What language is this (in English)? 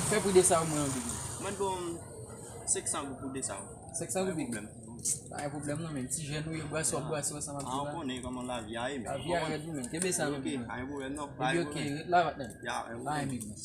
Haitian Creole